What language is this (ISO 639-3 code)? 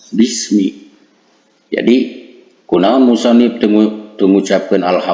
sun